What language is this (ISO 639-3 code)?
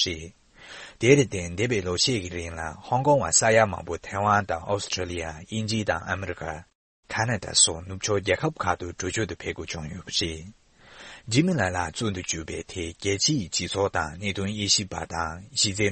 bod